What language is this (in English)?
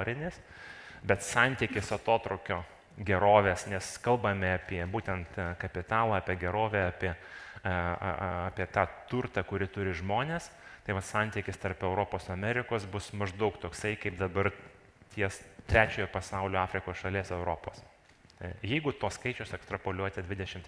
Lithuanian